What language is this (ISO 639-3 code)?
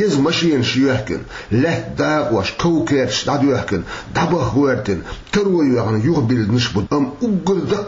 che